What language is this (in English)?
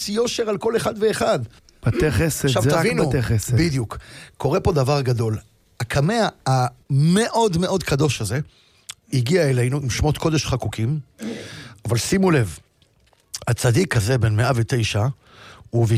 Hebrew